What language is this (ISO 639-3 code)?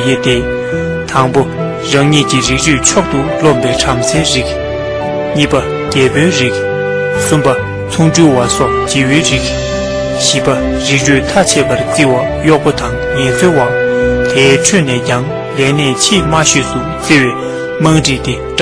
bod